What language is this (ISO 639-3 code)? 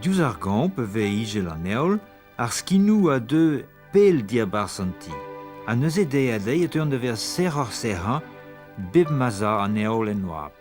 bre